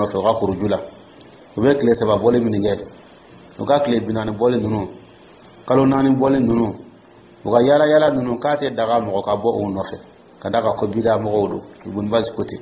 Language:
Dyula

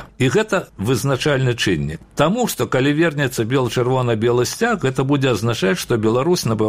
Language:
Belarusian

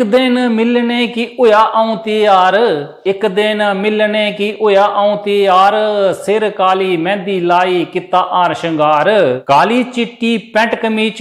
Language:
Dogri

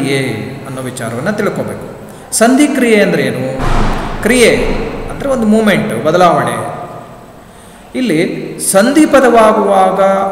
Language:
Kannada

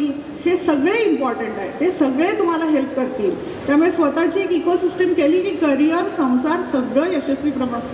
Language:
Marathi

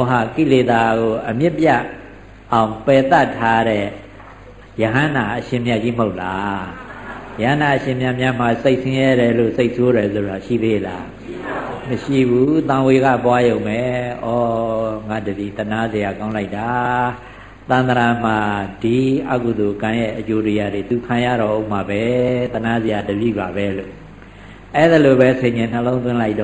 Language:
Burmese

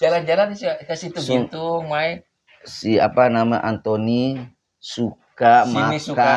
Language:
Betawi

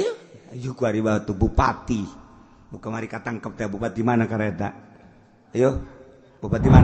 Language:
Sundanese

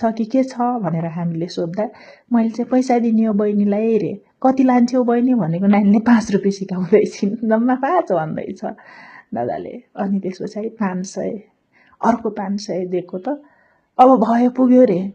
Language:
Nepali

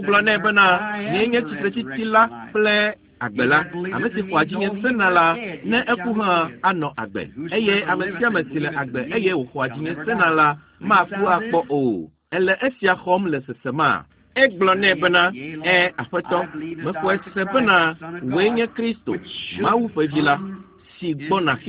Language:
Ewe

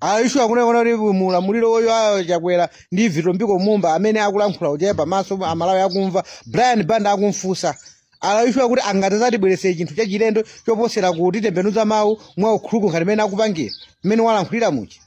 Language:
Nyanja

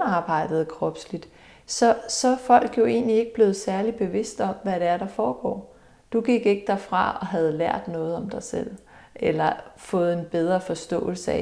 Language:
Danish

